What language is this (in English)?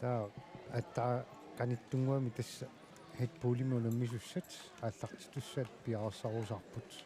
Kalaallisut